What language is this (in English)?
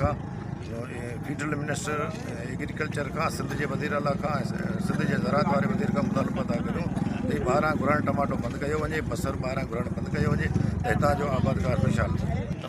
Sindhi